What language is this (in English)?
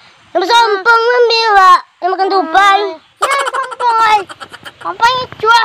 Minangkabau